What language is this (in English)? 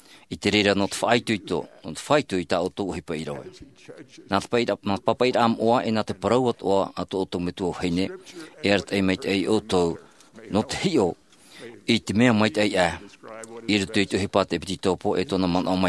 Tahitian